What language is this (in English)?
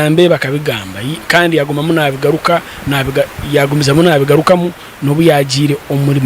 Nyankole